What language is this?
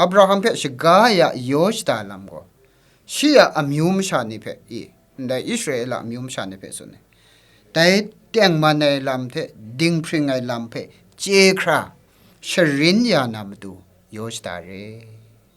Kachin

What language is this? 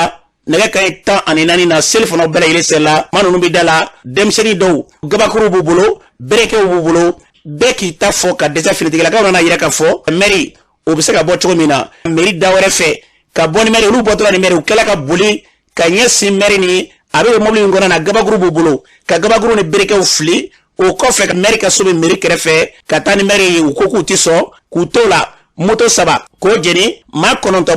Bambara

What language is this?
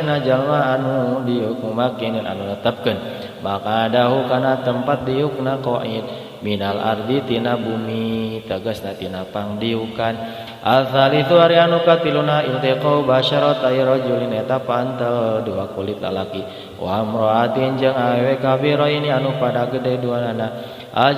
Sundanese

